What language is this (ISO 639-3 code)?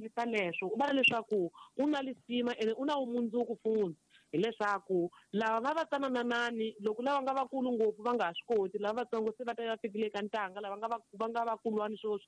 tso